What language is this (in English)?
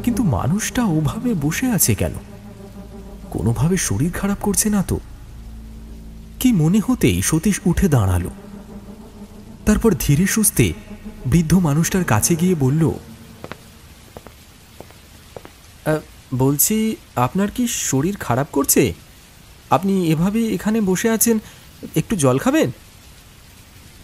Bangla